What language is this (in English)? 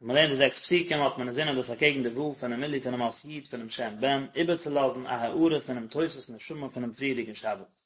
Yiddish